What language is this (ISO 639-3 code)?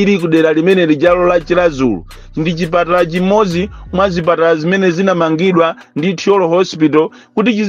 nya